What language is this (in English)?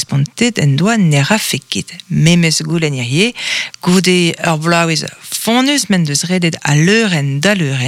Breton